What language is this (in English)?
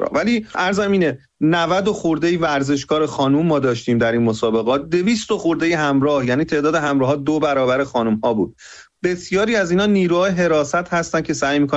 Persian